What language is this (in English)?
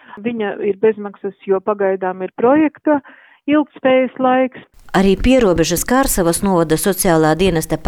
Latvian